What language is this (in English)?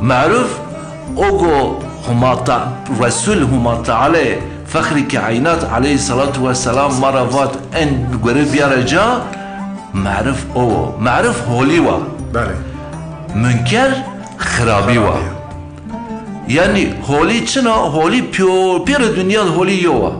Zaza